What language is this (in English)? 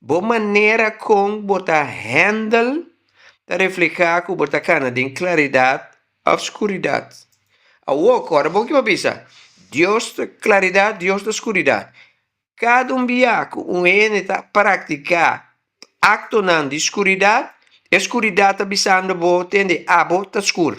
Papiamento